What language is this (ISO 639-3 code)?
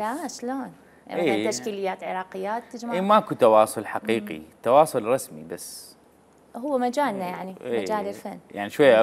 acm